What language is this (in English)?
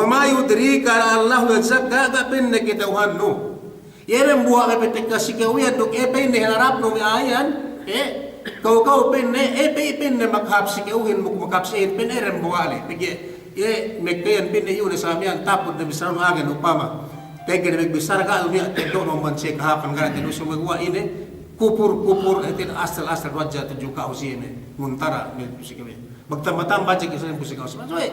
Yakan